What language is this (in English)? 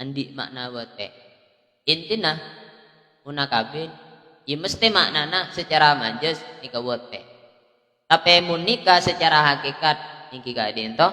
Madurese